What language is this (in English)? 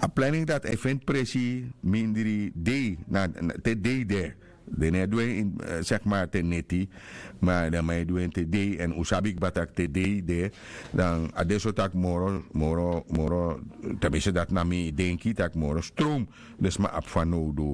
Sranan Tongo